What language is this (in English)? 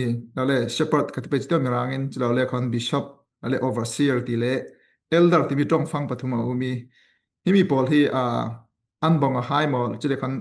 Falam Chin